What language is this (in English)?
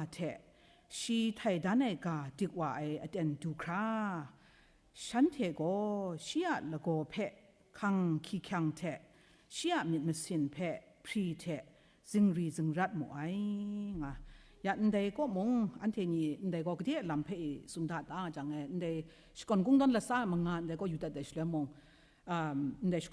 Kachin